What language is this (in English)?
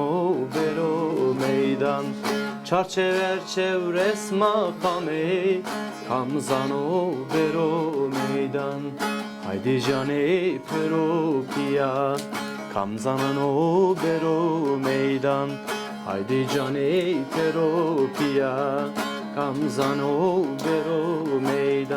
Zaza